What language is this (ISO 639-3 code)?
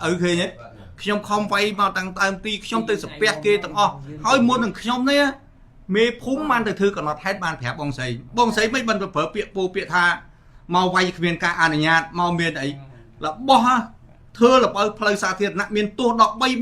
khm